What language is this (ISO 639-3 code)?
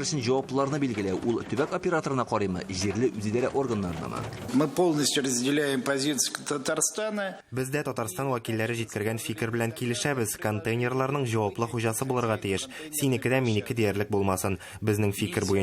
tat